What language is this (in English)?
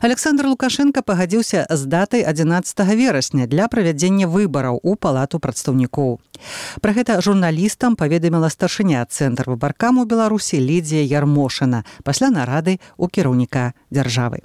Belarusian